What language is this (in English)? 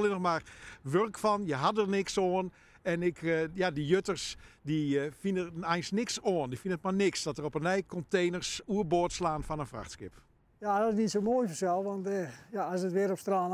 Western Frisian